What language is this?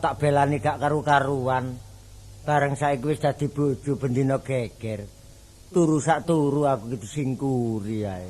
Javanese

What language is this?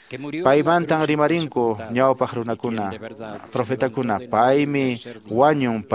Quechua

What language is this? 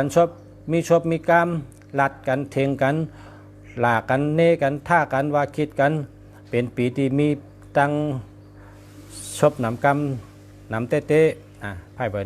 Shan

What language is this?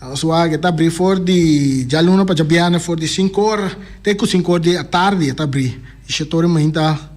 Papiamento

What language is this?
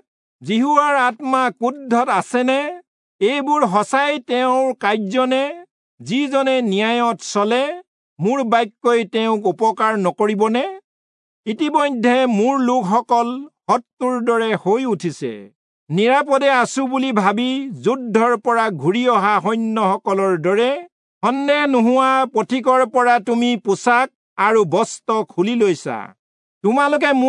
Assamese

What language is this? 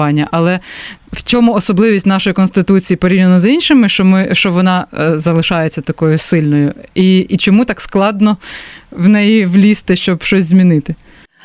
Ukrainian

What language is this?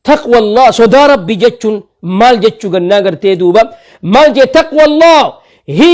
Oromo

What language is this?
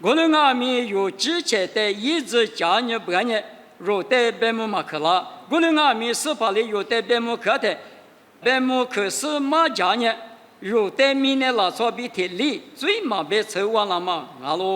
Lisu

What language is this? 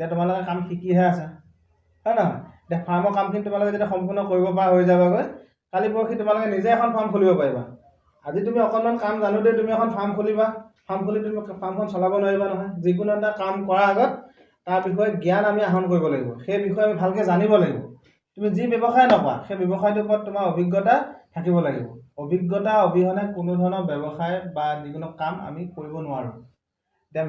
Assamese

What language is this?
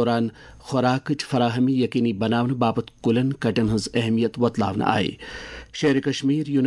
Kashmiri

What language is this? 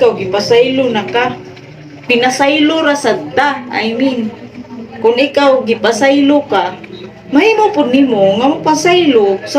Cebuano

